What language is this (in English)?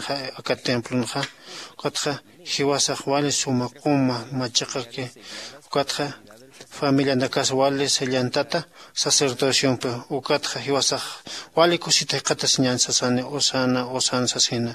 Aymara